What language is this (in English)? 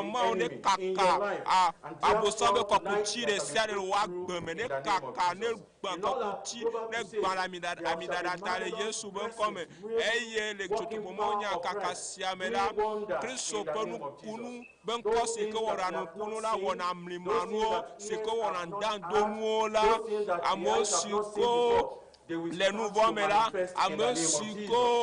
Ewe